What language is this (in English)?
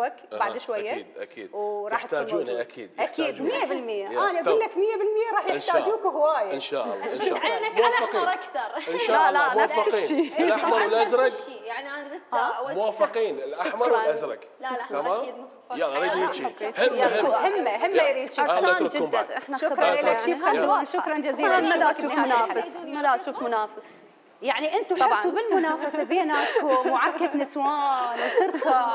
Mesopotamian Arabic